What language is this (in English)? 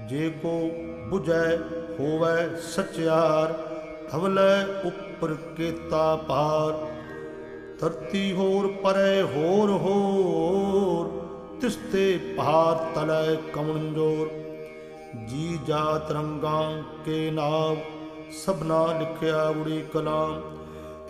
Punjabi